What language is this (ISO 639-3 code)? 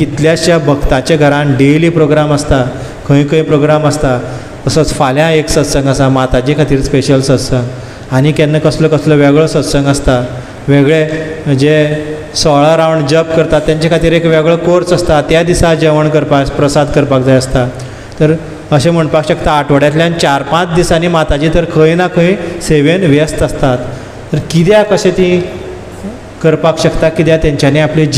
kok